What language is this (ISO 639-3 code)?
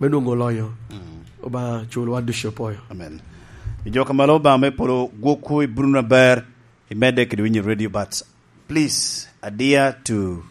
laj